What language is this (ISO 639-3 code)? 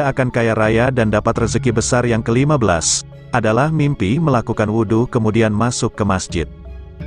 ind